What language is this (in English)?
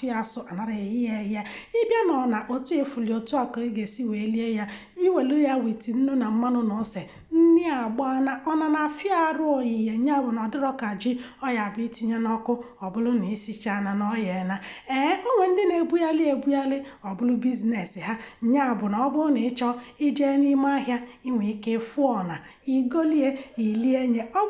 Igbo